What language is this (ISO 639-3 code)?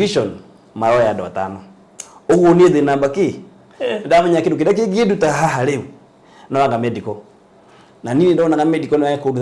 kik